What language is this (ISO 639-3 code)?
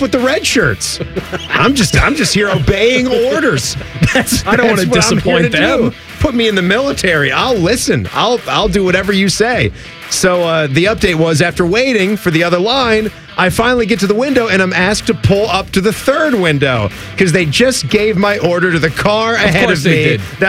eng